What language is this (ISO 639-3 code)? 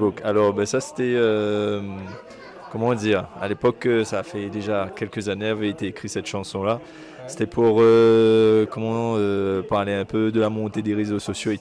rcf